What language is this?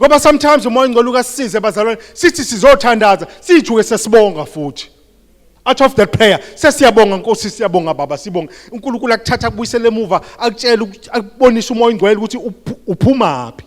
Zulu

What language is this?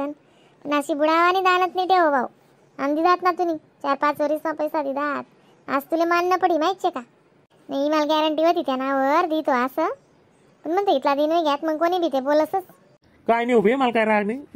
Khandesi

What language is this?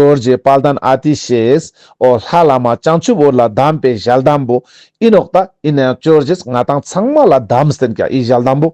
Ladakhi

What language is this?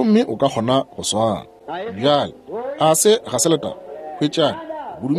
Northern Sotho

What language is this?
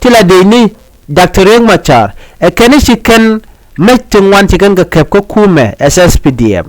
Nuer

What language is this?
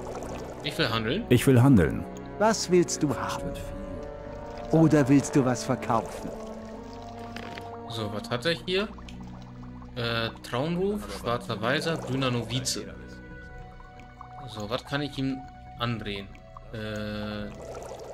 German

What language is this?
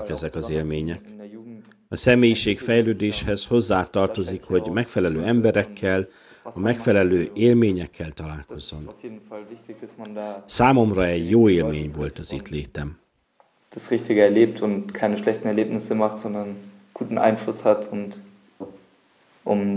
Hungarian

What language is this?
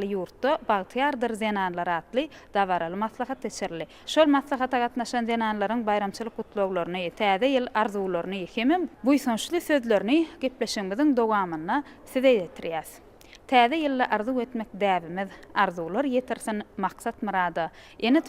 Turkmen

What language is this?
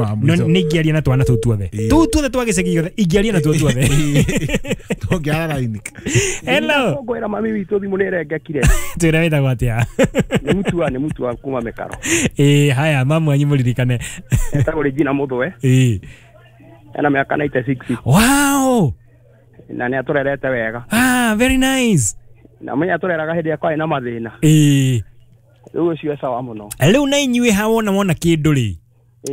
Kikuyu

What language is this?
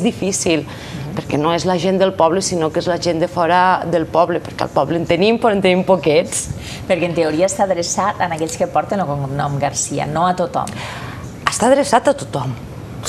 Catalan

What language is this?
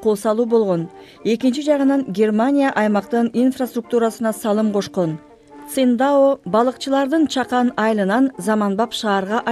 Kyrgyz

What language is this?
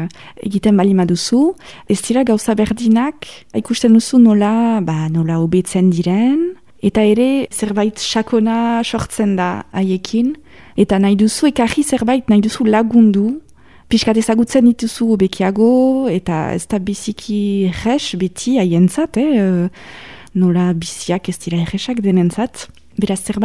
Basque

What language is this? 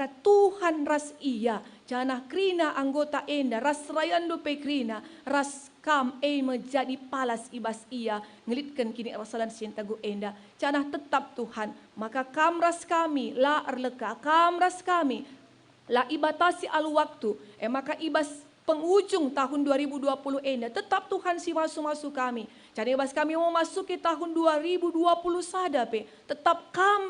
Batak Karo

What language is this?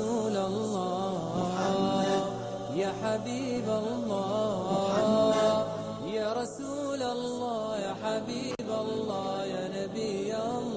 Ingush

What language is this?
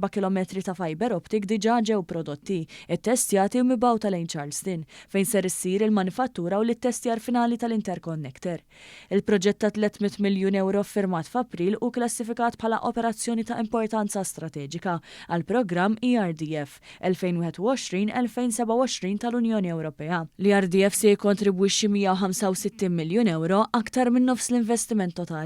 Maltese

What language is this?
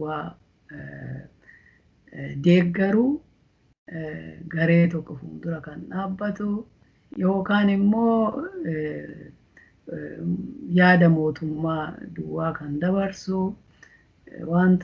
Oromo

